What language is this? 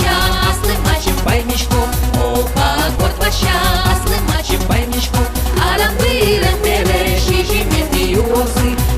Udmurt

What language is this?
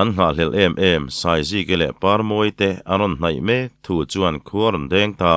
Mizo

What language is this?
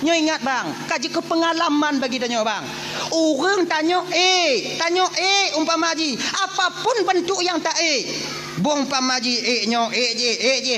Achinese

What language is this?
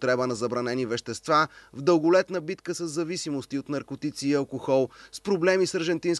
Bulgarian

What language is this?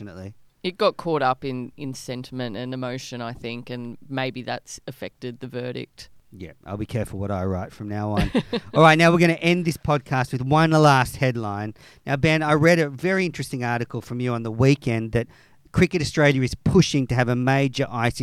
English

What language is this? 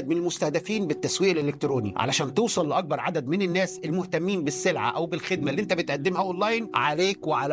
Egyptian Arabic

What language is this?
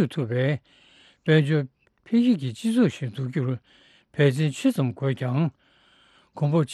Tibetan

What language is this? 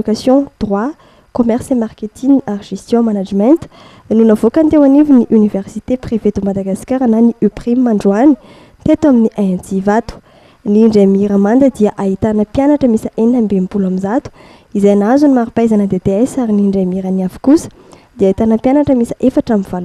Malagasy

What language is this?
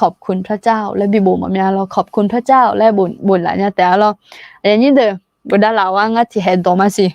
Akha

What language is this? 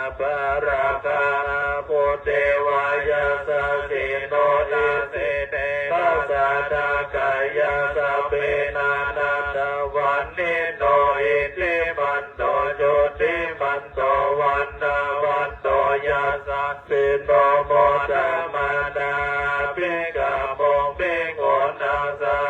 Pali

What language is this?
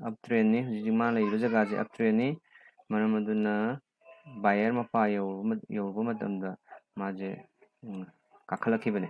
Manipuri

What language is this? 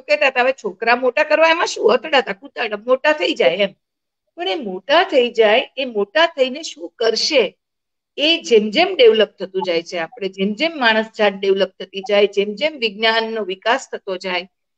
Gujarati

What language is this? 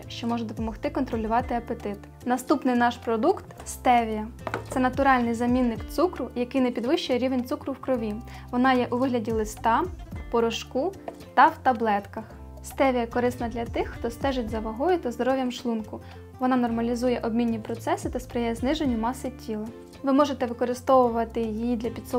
Ukrainian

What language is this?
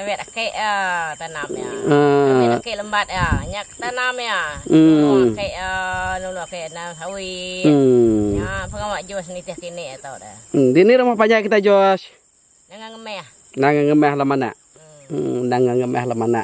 Iban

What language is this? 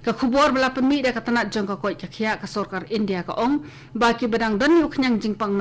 Khasi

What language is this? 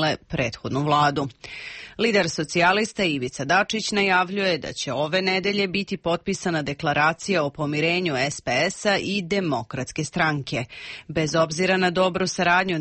Serbian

